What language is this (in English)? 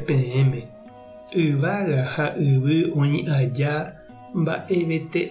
Guarani